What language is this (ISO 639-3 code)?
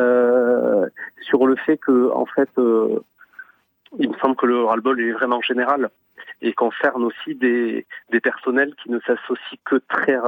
fra